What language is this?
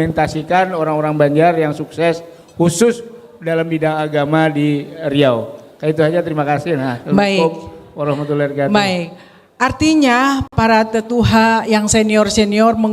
Banjar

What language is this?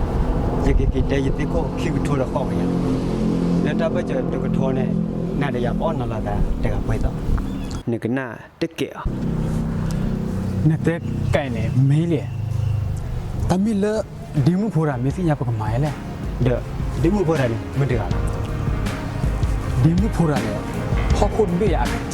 S'gaw Karen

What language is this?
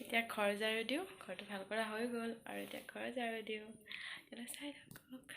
Assamese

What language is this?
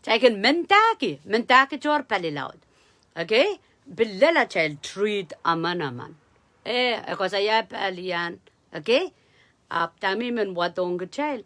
Pohnpeian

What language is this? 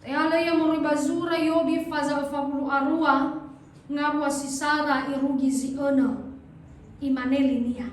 Nias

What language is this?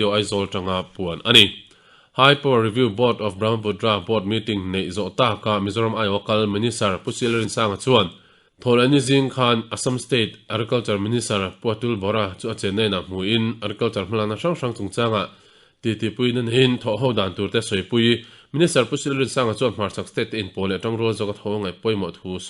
Mizo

